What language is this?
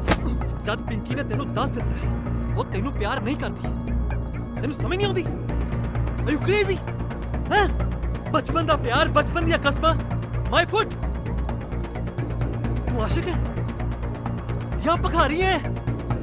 Punjabi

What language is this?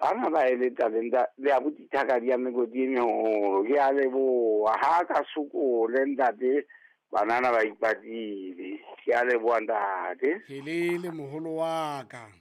Southern Sotho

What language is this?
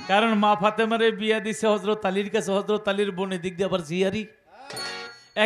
Bangla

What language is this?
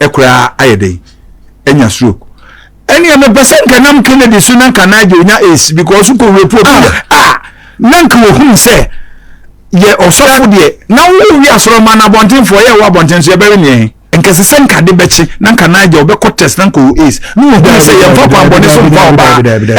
Akan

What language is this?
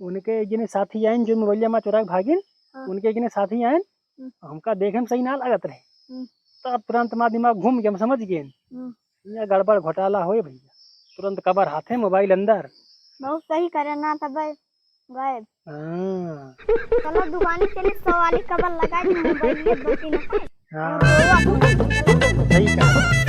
Awadhi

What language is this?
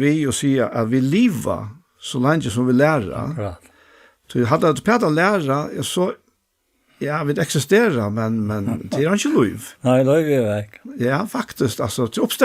Faroese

